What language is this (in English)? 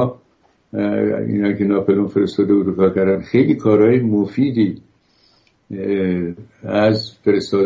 Persian